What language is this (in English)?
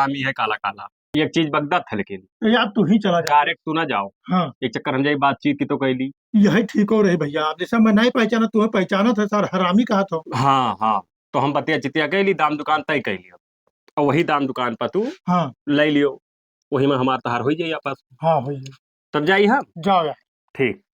Awadhi